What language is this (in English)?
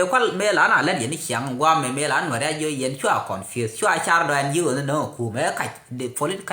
Nuer